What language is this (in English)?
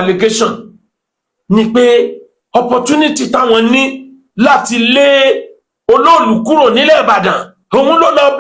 Yoruba